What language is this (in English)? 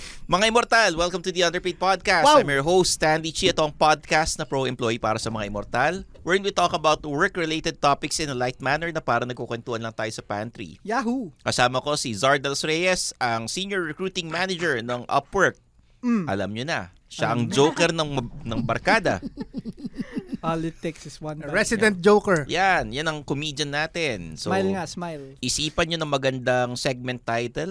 Filipino